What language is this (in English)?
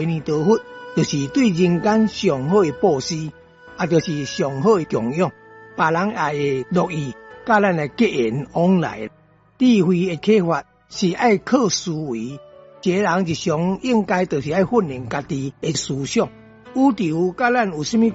Min Nan Chinese